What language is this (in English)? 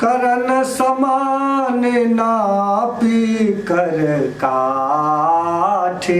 Maithili